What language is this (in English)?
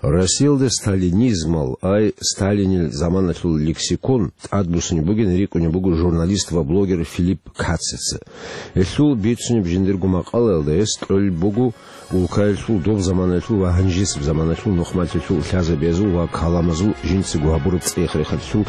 Avaric